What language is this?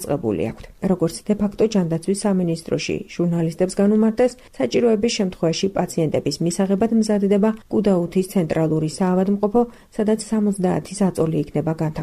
Georgian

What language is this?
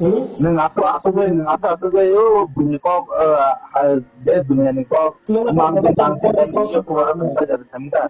Riang (India)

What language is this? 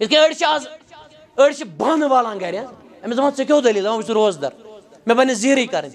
Kashmiri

